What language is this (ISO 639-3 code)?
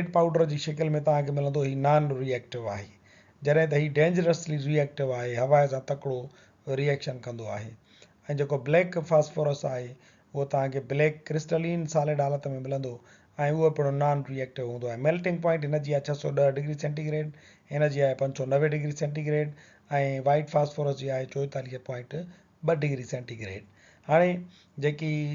snd